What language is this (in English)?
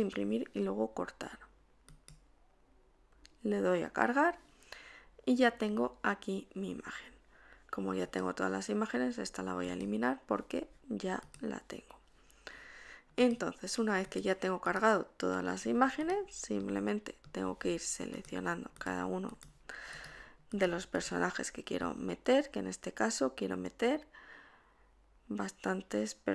Spanish